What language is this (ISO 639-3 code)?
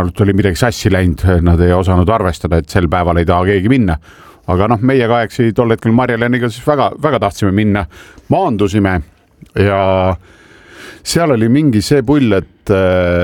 est